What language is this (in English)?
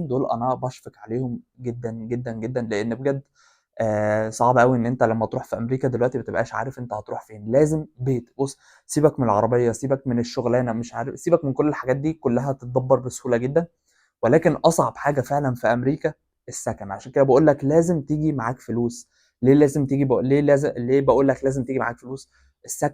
Egyptian Arabic